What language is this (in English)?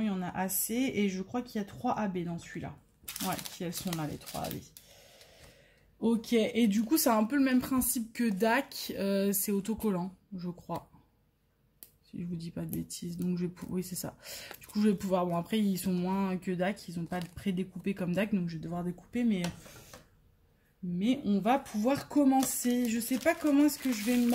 French